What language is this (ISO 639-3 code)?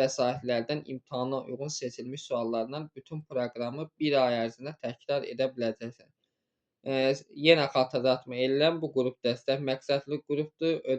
aze